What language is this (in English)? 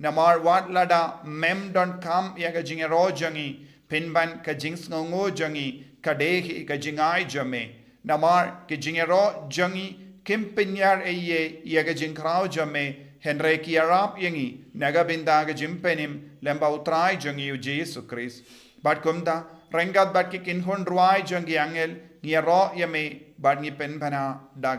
Khasi